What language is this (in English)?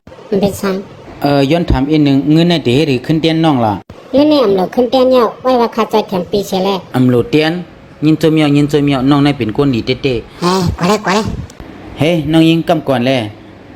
Shan